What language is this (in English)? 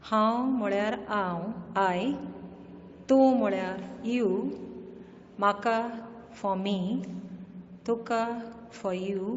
Konkani